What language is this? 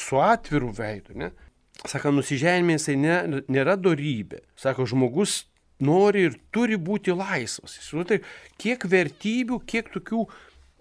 Lithuanian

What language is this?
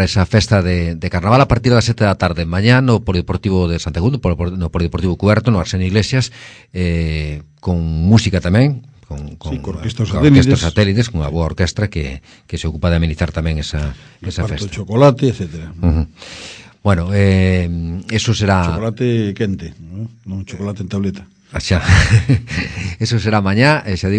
Galician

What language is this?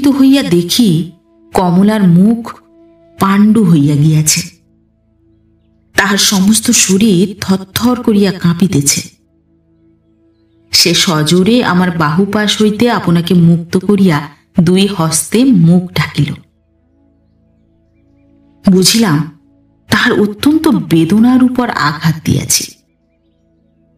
Bangla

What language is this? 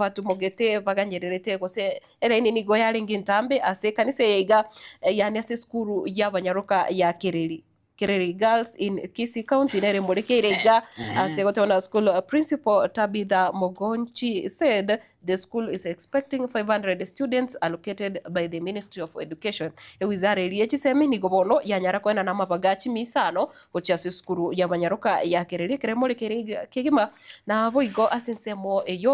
Gusii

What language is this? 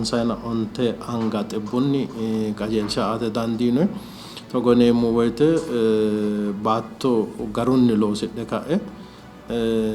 Sidamo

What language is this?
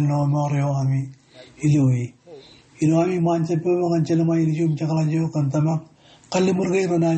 Marshallese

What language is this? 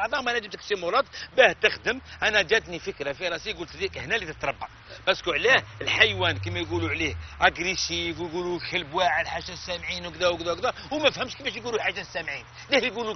Algerian Arabic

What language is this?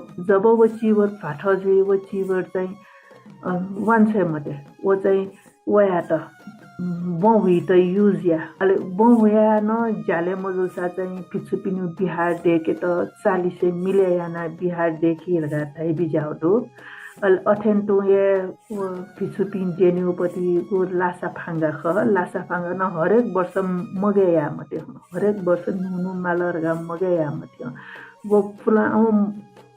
Newari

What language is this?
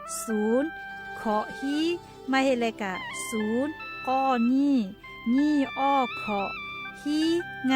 Lahu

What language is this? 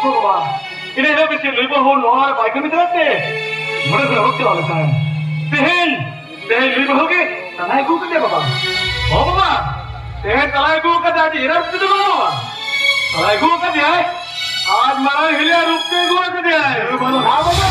Santali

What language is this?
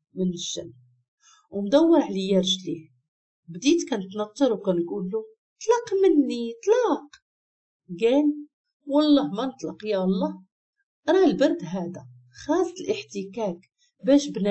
Moroccan Arabic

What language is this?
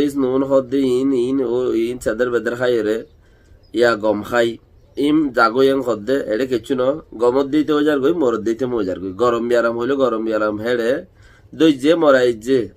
Rohingya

